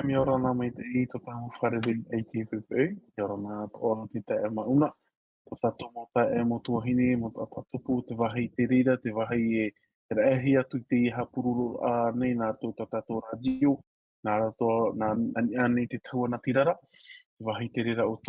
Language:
Tahitian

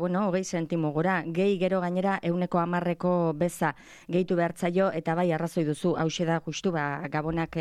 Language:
Basque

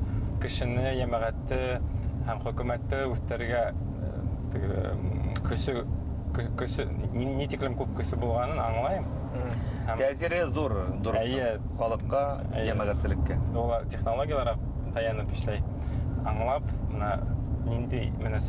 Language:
Bashkir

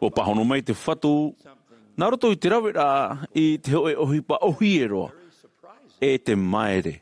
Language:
Tahitian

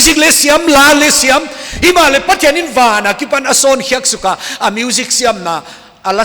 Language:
Paite Chin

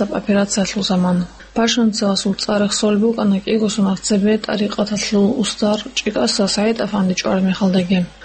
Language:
Avaric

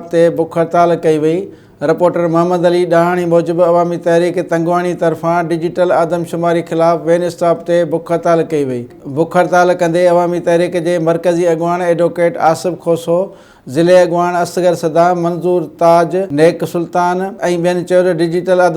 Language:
Sindhi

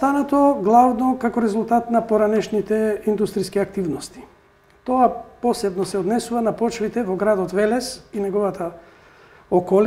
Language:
Macedonian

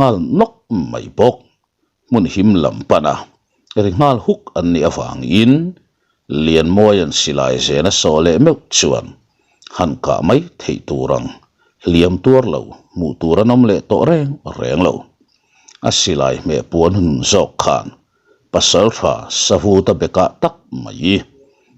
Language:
Mizo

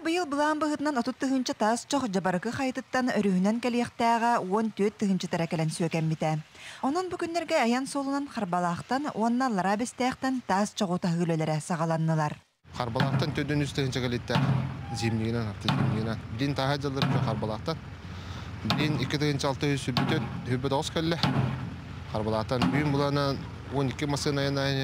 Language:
Yakut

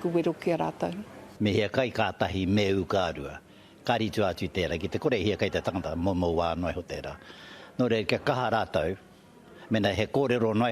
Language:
Māori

